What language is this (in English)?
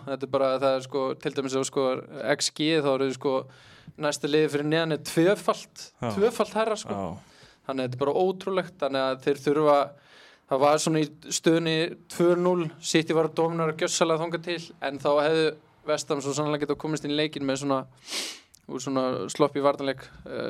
Icelandic